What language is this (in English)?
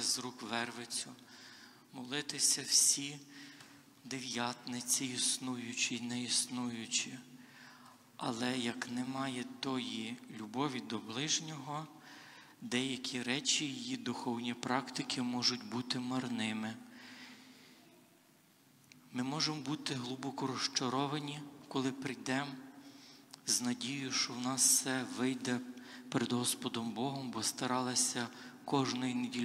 Ukrainian